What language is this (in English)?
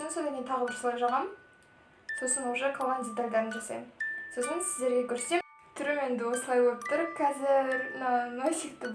Kazakh